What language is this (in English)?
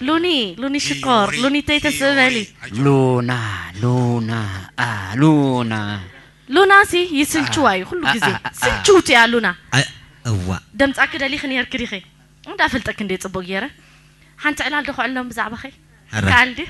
Tigrinya